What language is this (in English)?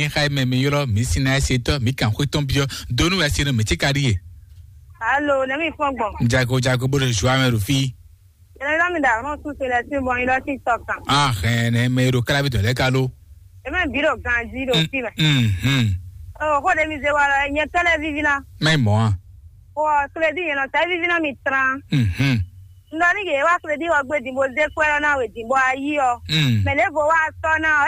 Fon